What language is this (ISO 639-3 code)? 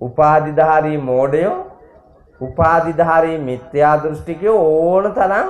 sin